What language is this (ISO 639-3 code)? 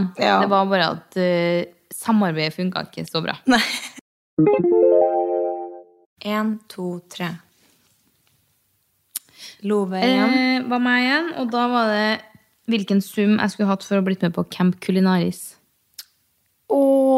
nor